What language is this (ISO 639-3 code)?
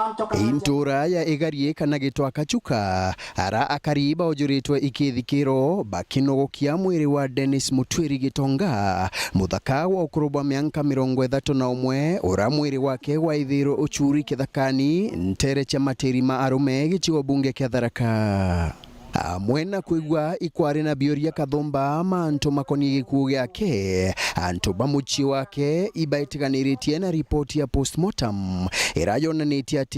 mer